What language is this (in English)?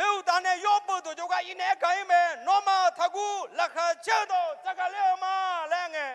Akha